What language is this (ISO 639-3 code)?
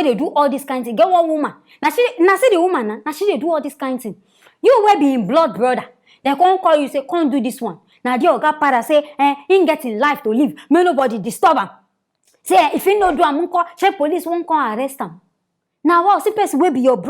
pcm